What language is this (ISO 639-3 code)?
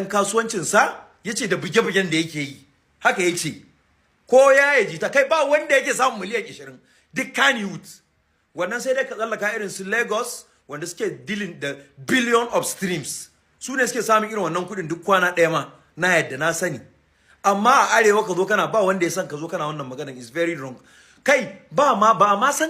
hau